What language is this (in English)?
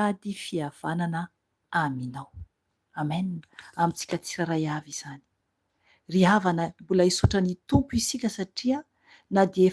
Malagasy